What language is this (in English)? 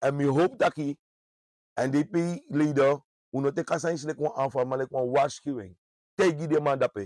Sranan Tongo